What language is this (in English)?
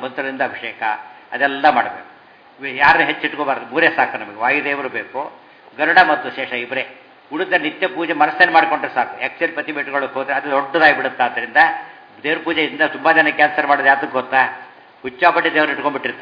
Kannada